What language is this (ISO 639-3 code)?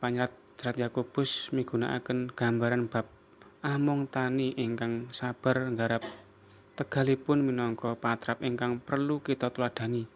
jav